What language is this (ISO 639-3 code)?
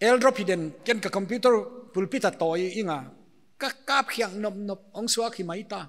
pck